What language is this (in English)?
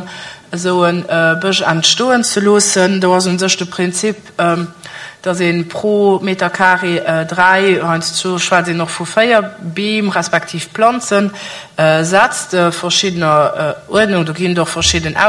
Luxembourgish